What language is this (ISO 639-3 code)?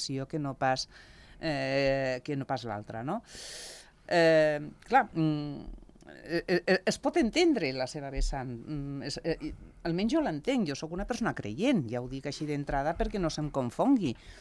cat